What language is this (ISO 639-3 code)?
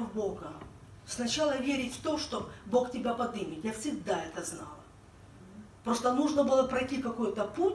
rus